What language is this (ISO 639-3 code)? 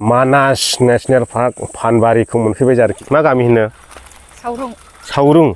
brx